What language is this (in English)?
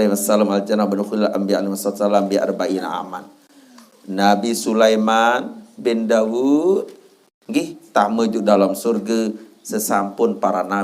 Sasak